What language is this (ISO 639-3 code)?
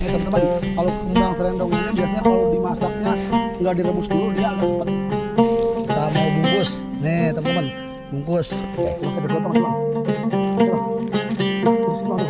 bew